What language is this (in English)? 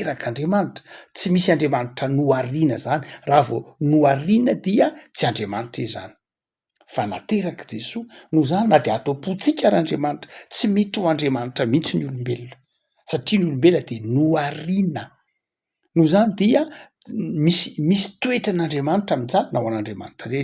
Malagasy